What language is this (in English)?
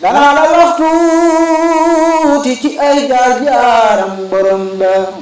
Wolof